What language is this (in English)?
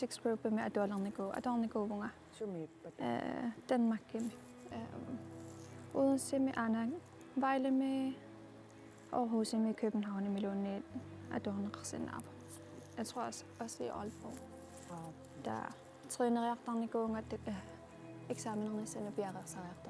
Kalaallisut